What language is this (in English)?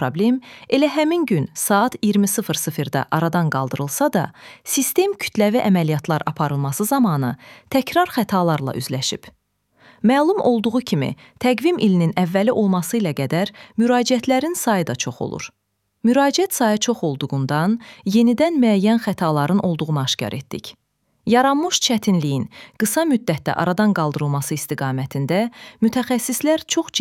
Azerbaijani